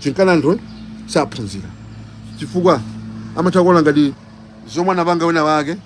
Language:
Nyanja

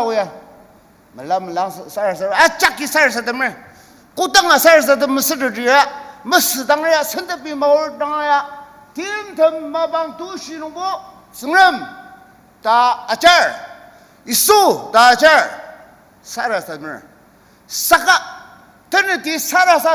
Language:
Ao Naga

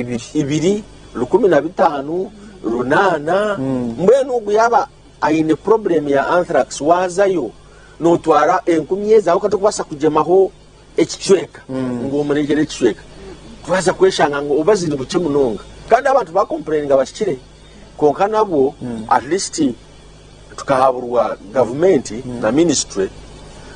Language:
Nyankole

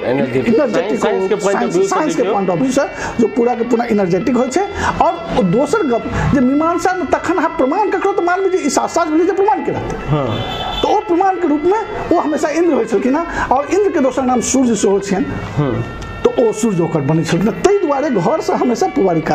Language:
Maithili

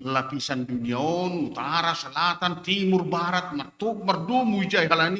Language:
Batak Simalungun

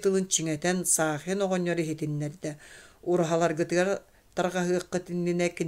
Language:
Yakut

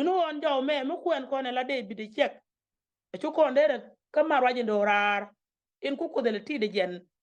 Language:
Nuer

